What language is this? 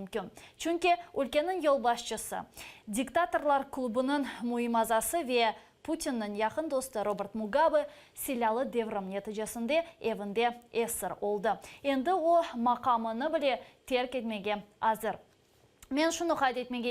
Crimean Tatar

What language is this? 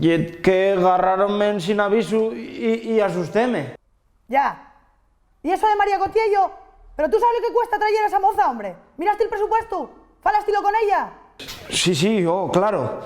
Asturian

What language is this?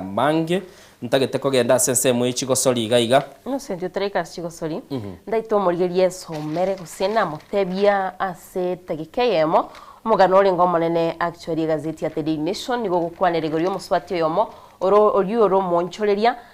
Gusii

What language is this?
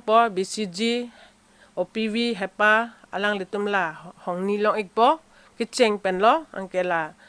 Karbi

